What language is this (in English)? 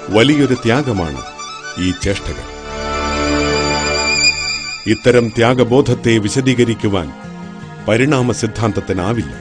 Malayalam